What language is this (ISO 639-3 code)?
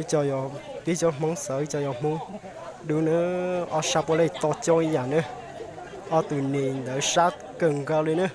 hmn